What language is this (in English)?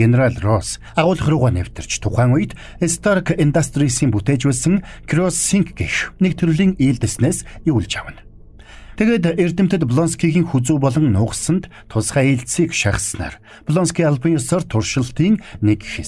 Mongolian